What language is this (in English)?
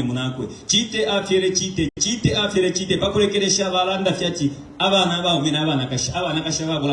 Bemba